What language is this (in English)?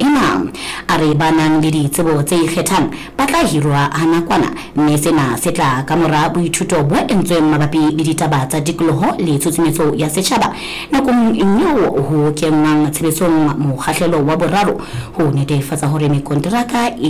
Southern Sotho